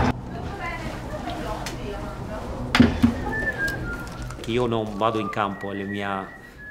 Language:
Italian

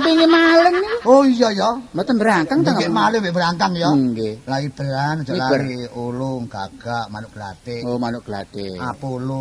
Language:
Javanese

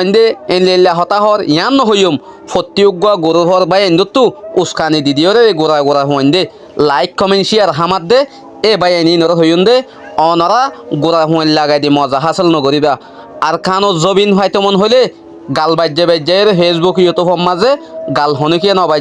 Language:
Rohingya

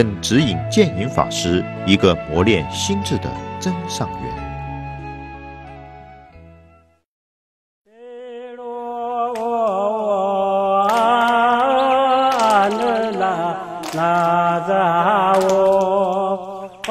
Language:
Chinese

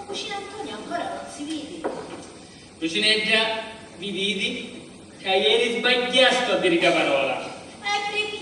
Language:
Sicilian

